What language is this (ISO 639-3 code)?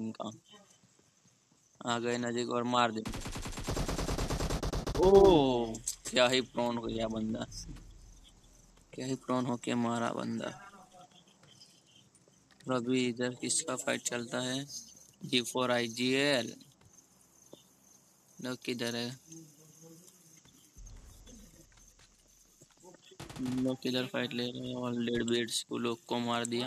hin